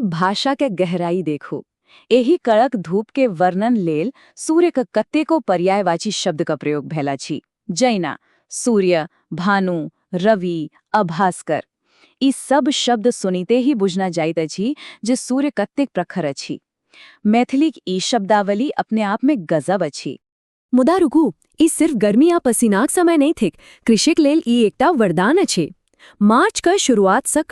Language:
Maithili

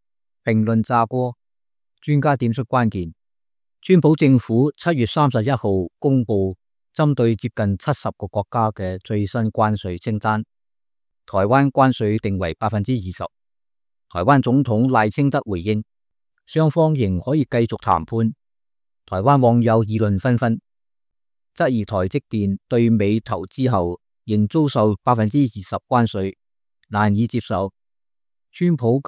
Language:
Cantonese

